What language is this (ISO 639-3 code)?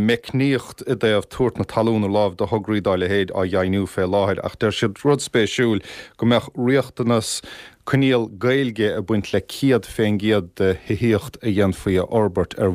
gle